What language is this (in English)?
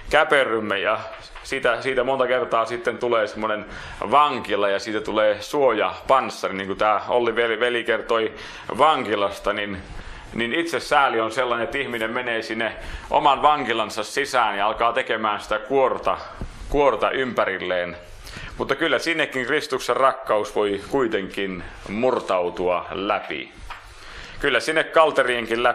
Finnish